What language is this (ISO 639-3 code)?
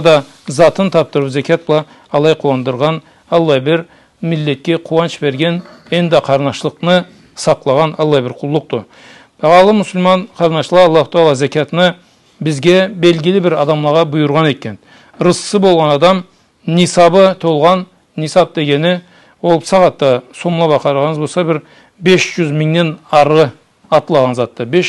krc